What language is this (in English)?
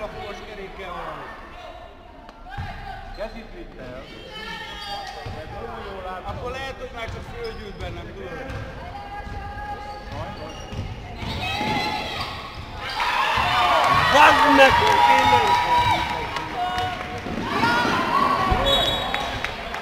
Hungarian